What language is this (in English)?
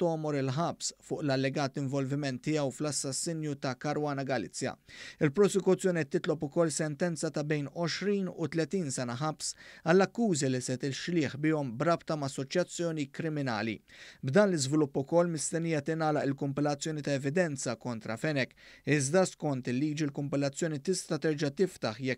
Maltese